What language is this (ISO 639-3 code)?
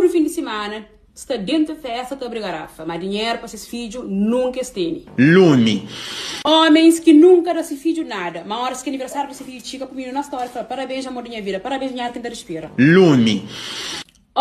kea